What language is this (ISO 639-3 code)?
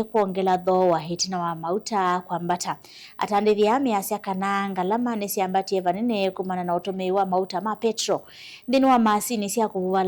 kam